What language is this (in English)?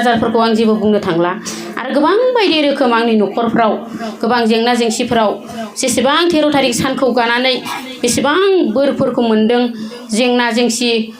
Bodo